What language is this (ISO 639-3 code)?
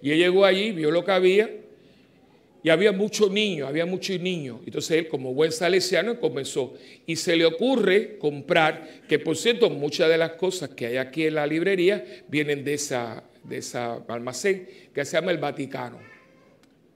spa